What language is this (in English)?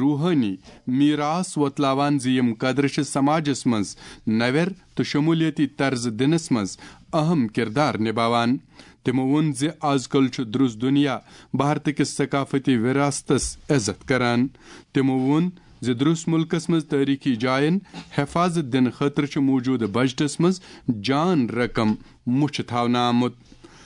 Kashmiri